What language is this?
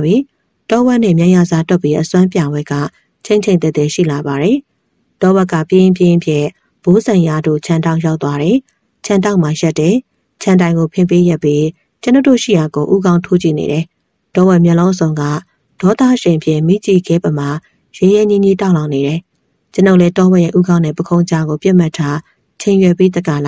Burmese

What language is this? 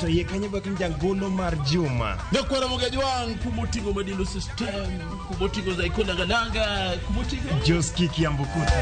Luo (Kenya and Tanzania)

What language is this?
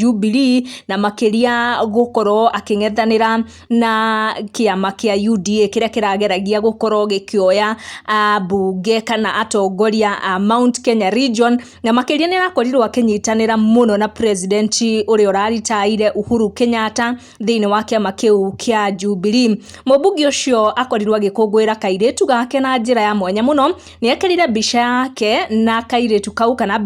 Kikuyu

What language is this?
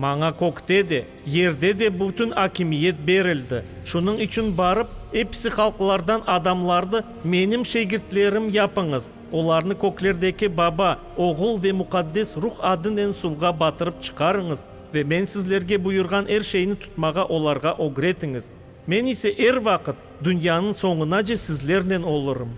Crimean Tatar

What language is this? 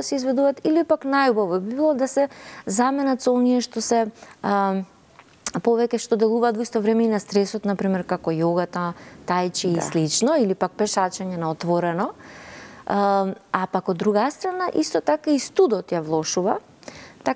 Macedonian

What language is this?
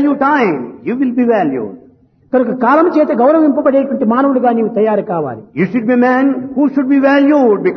Telugu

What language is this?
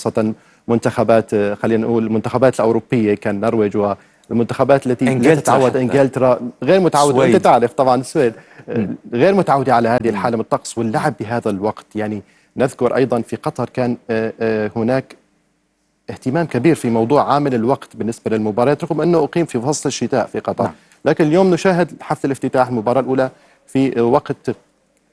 Arabic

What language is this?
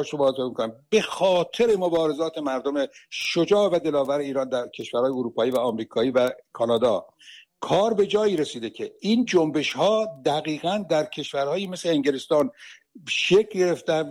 Persian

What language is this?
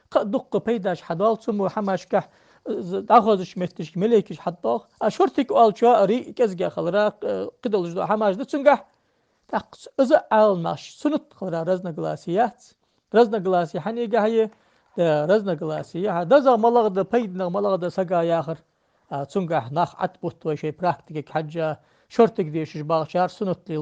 Ingush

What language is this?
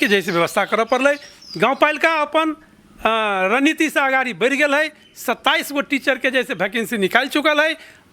Maithili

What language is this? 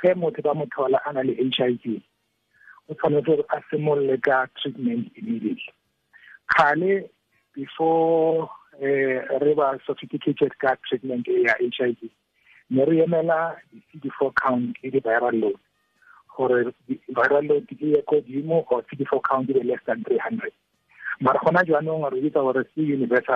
Tswana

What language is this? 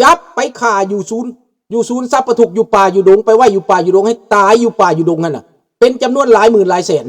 Lao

